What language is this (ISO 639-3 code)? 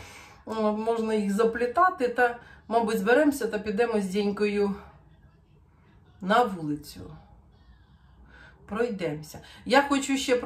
ukr